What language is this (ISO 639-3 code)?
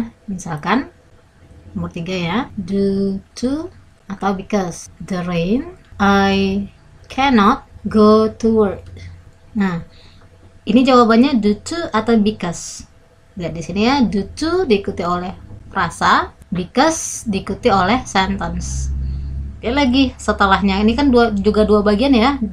ind